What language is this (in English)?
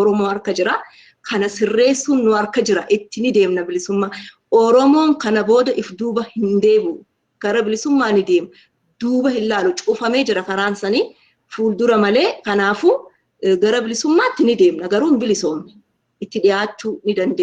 Oromo